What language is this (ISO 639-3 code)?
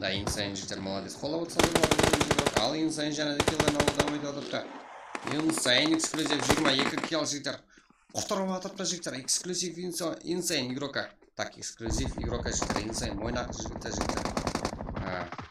kaa